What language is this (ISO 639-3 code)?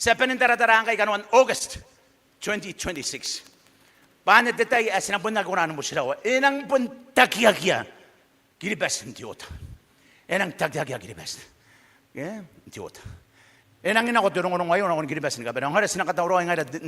gil